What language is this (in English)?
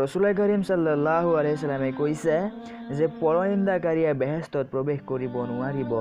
Assamese